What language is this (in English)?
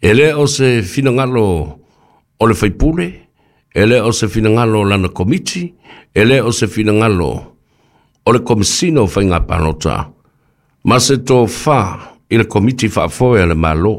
Samoan